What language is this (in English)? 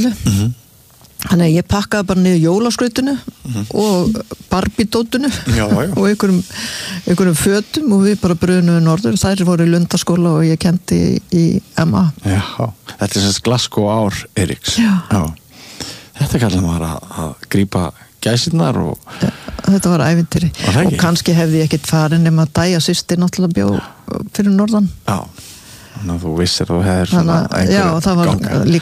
Icelandic